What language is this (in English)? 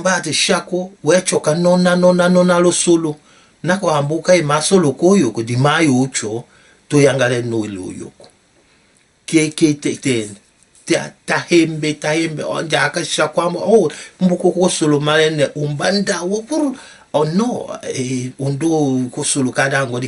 Tetela